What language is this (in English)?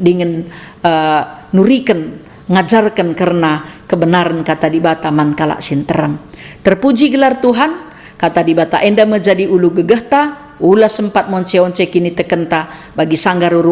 Batak Karo